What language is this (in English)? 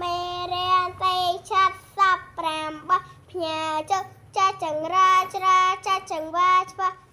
Khmer